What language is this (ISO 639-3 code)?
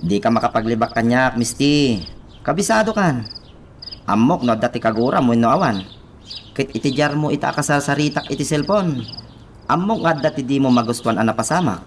ilo